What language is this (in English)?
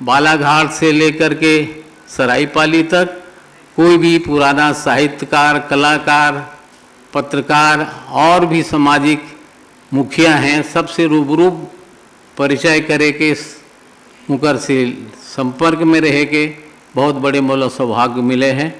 Chhattisgarhi